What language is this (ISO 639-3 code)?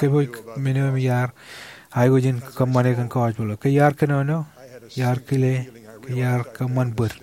mah